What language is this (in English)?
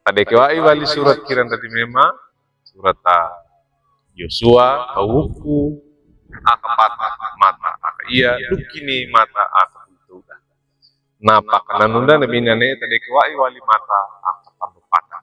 Wejewa